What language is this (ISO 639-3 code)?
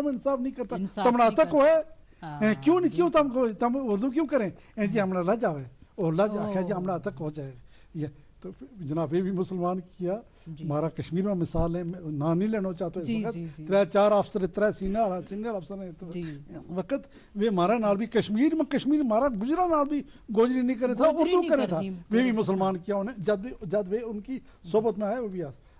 gju